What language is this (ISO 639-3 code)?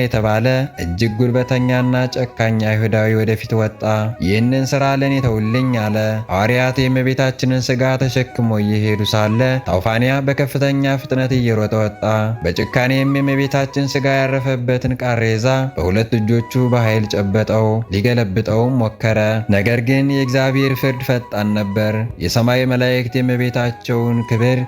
amh